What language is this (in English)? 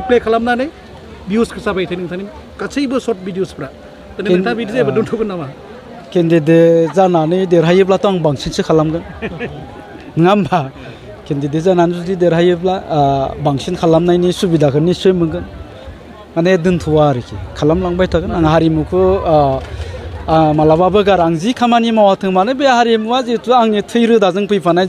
Bodo